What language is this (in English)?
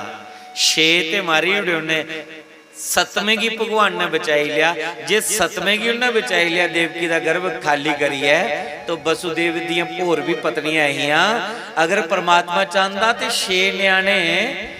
Dogri